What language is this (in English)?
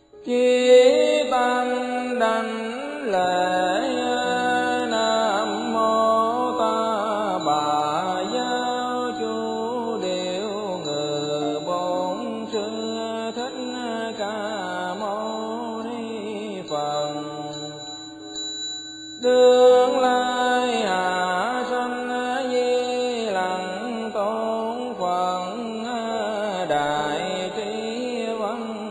Vietnamese